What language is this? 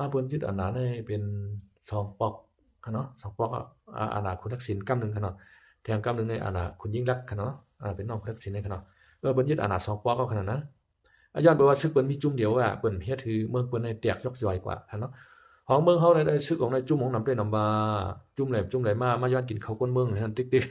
Shan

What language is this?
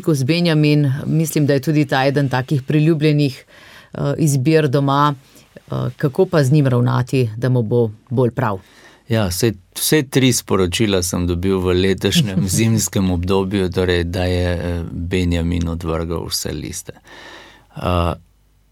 Slovenian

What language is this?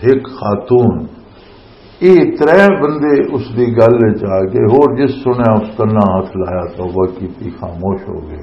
Western Panjabi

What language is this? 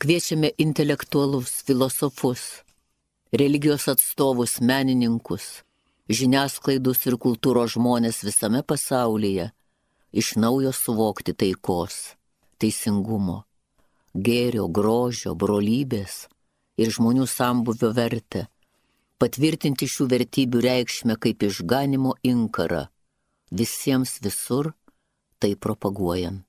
Lithuanian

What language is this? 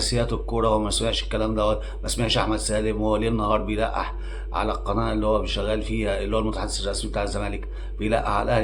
Egyptian Arabic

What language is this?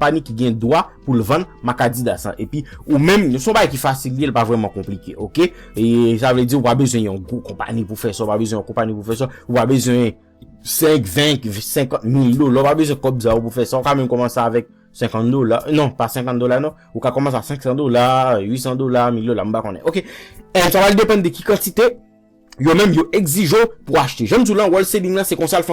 Haitian Creole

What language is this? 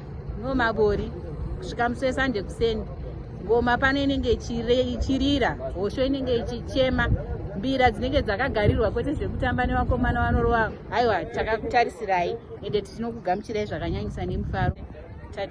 Shona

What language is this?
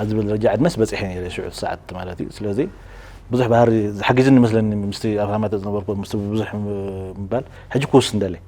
Tigrinya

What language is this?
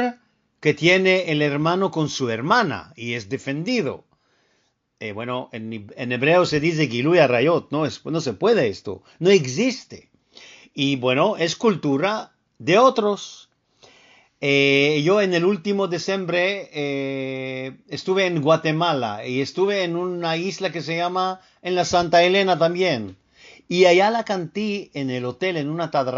Ladino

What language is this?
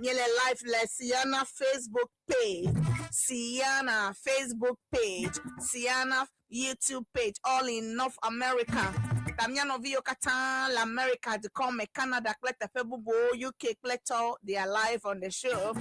Ewe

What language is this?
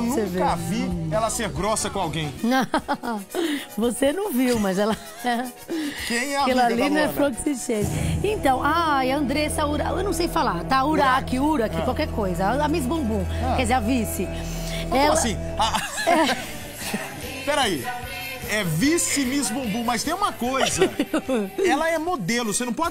Portuguese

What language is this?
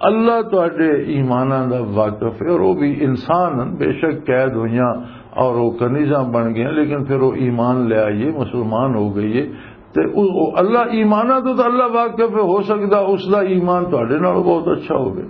Western Panjabi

